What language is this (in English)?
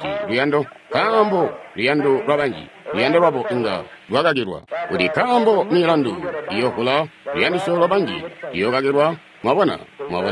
Tonga (Zambia)